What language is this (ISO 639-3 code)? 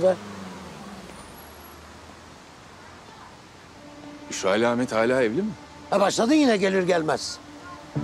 tur